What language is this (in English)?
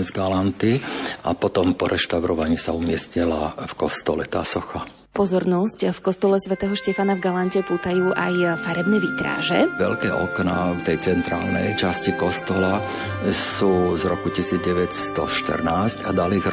Slovak